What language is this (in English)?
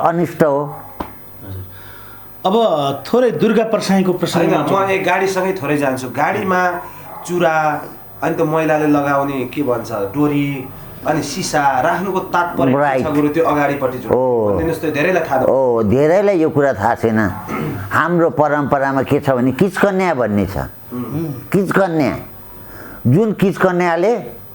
Nepali